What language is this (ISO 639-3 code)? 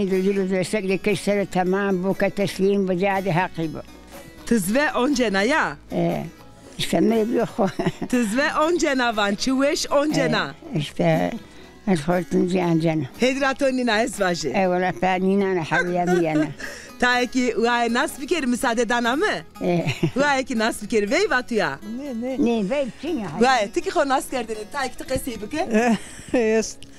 zza